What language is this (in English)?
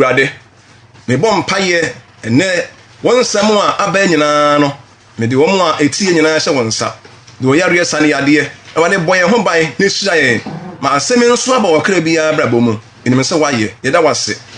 Akan